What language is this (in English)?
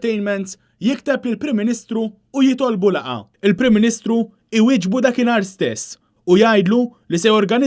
Maltese